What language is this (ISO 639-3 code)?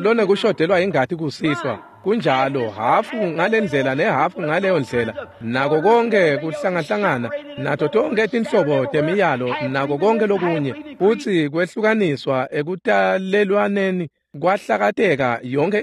ssw